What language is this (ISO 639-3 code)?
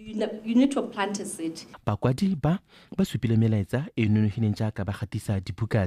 tsn